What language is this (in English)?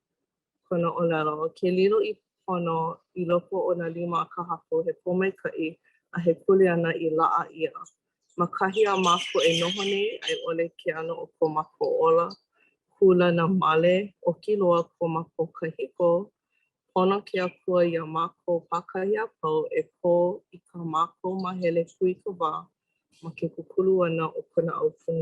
Hawaiian